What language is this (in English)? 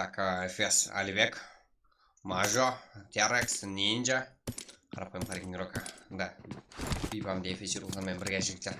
Kara-Kalpak